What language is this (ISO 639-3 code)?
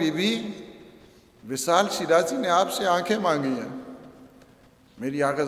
urd